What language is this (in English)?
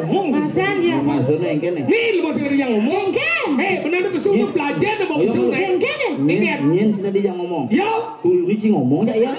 Balinese